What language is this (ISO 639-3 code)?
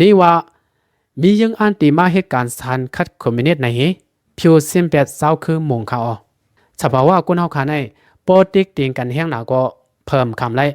lao